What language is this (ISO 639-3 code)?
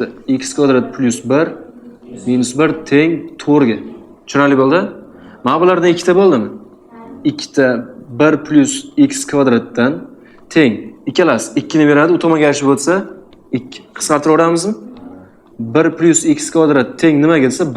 uzb